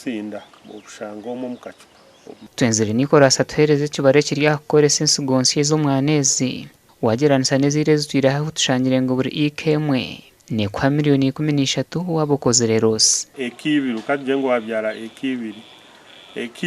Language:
Nyankole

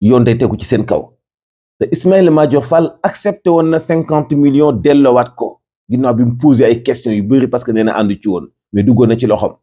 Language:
Wolof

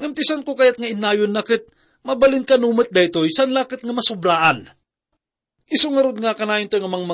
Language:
Iloko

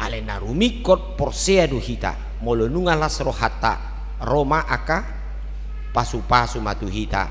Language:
Batak Toba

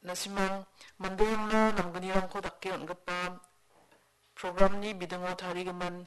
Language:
Garo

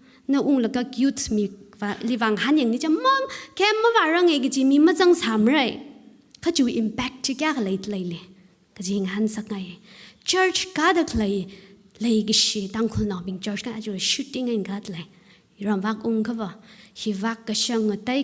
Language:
Tangkhul Naga (India)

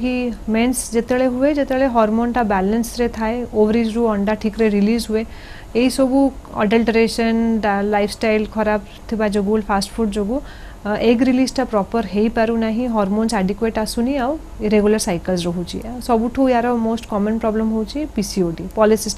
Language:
Odia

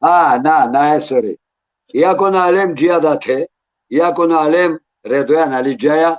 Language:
Balkan Romani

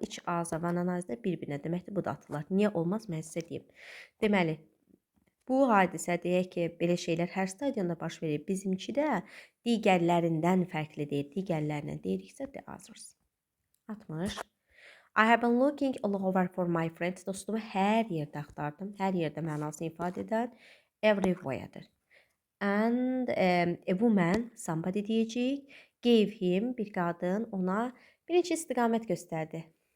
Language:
Azerbaijani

